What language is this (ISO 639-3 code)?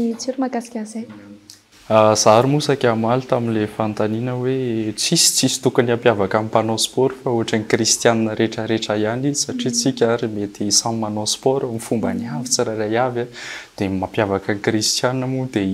mlg